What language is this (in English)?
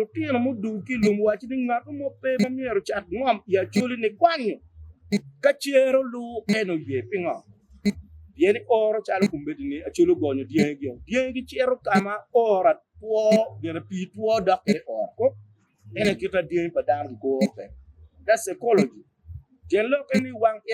Acoli